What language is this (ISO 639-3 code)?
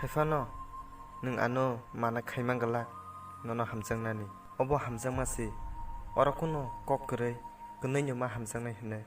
trp